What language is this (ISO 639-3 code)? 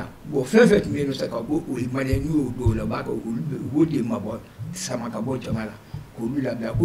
bam